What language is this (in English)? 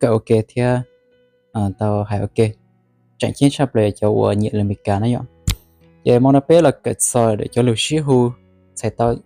Hmong